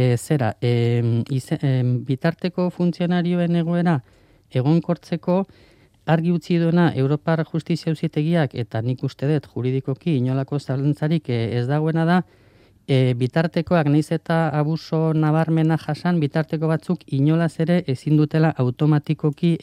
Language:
Basque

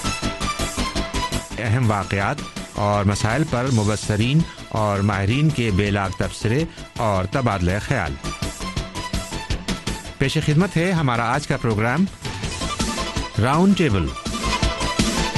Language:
Urdu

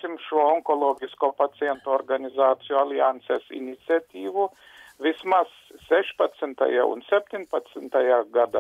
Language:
Latvian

